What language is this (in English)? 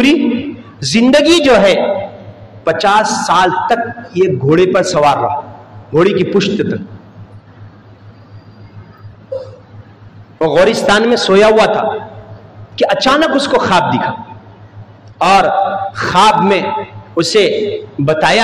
Urdu